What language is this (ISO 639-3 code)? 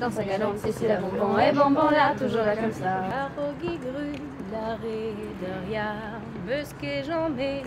bre